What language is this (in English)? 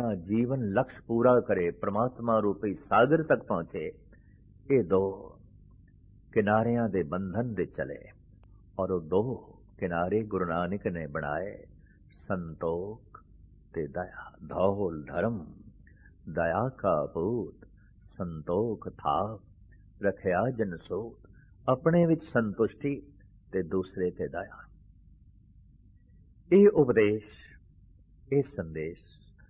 Punjabi